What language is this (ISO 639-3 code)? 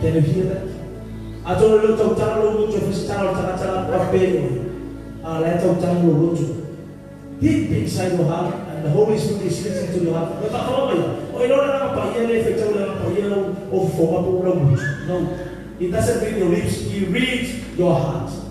smo